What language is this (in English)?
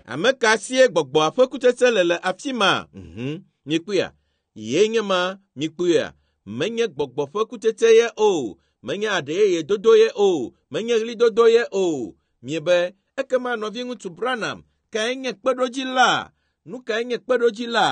Ewe